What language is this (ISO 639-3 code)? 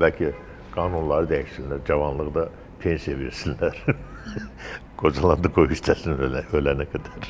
aze